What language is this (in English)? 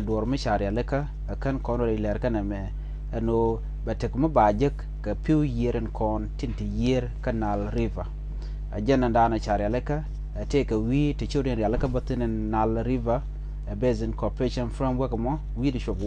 Nuer